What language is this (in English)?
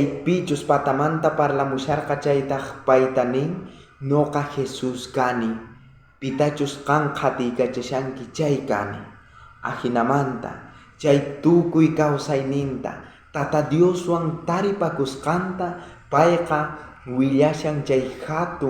South Bolivian Quechua